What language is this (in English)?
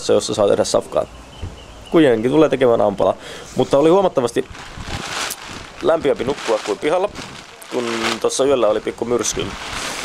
Finnish